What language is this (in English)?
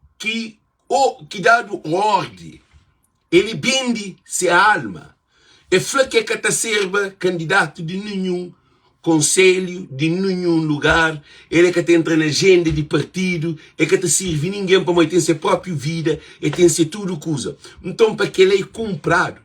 Kabuverdianu